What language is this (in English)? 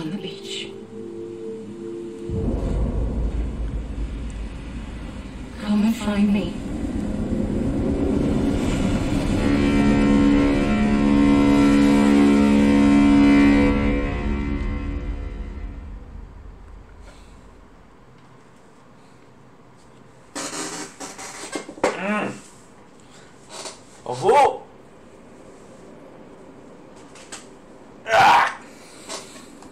English